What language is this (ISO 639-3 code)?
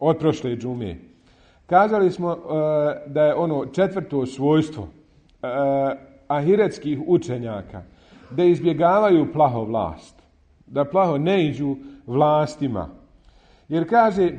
bos